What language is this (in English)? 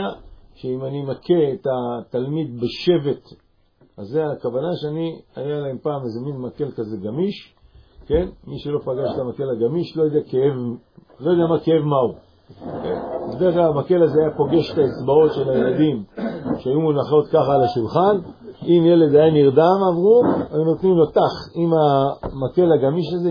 Hebrew